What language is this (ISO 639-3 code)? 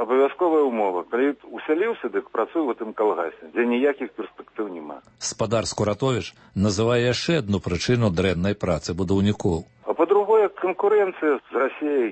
bel